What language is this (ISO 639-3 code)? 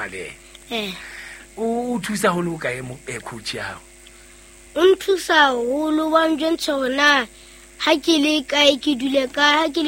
sot